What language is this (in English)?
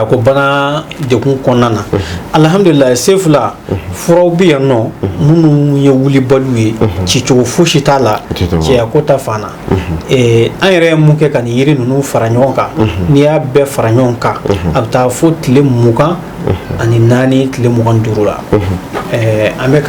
Bambara